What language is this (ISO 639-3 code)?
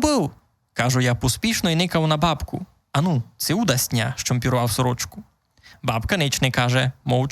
rue